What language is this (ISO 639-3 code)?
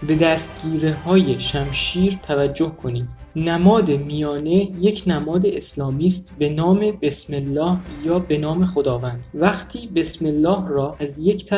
fas